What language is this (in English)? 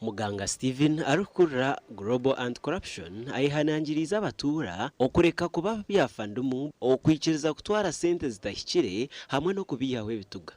Nyankole